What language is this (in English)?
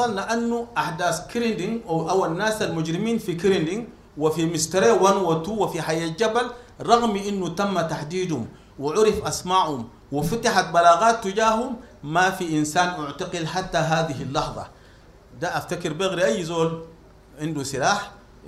Sudanese Arabic